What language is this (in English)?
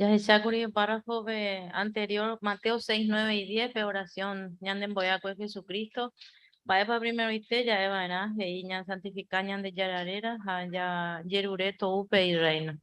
Guarani